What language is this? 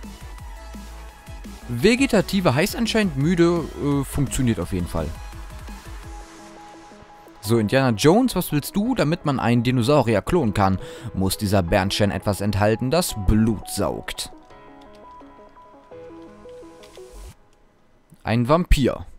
German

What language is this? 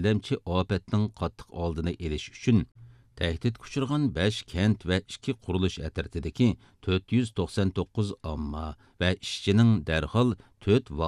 Uyghur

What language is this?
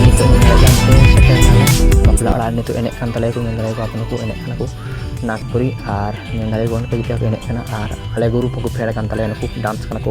Santali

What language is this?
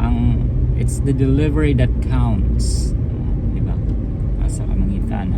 Cebuano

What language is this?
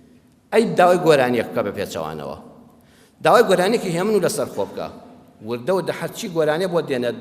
Central Kurdish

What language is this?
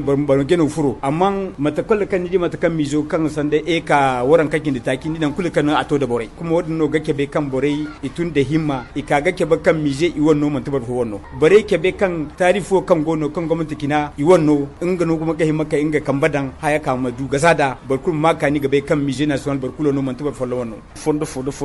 Zarma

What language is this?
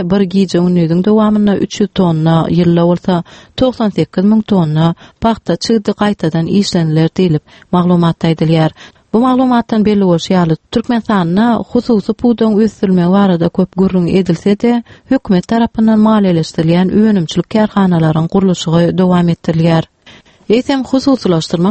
Turkmen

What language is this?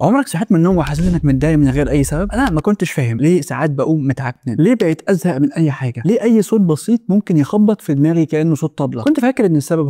Egyptian Arabic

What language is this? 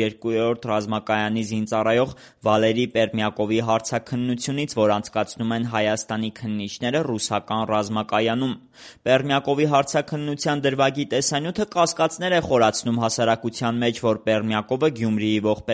Armenian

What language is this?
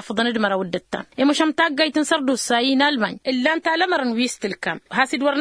Tamasheq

